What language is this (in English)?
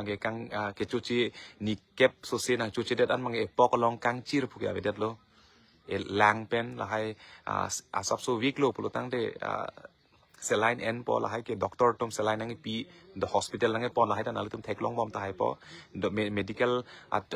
Karbi